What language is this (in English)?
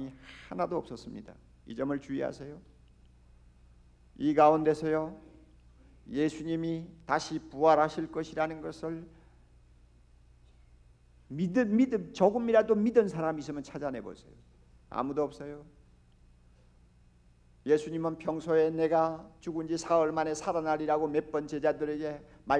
Korean